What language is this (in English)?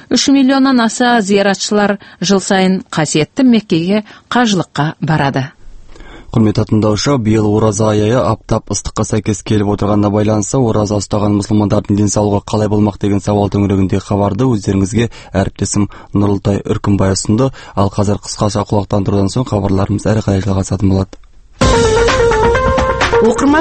Kazakh